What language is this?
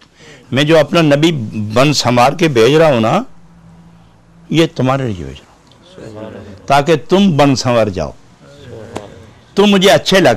Urdu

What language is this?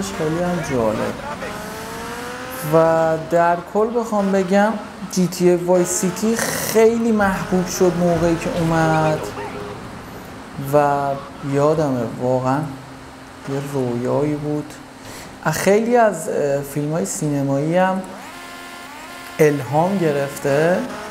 Persian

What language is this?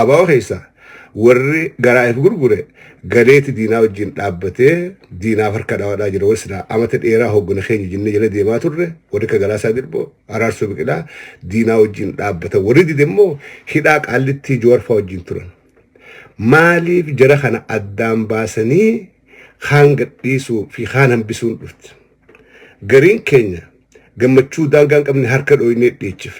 Oromo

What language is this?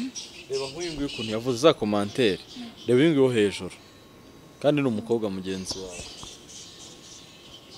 Kinyarwanda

